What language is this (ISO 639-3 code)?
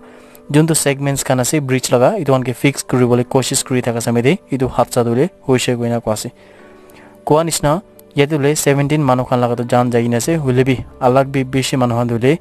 nag